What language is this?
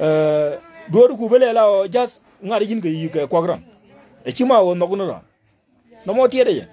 Nuer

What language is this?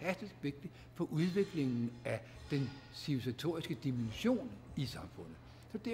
Danish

